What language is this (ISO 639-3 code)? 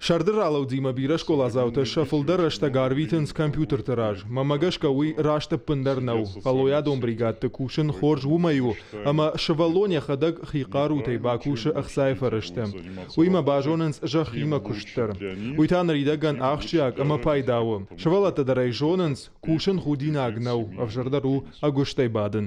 oss